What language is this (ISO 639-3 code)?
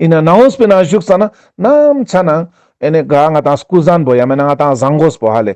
lbj